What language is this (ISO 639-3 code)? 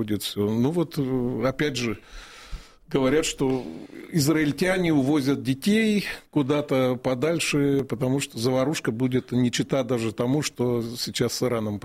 rus